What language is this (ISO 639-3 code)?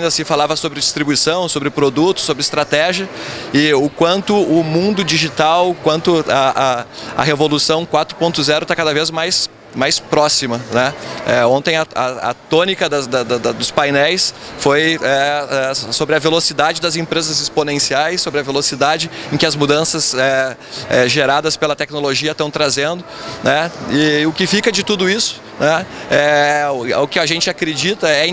por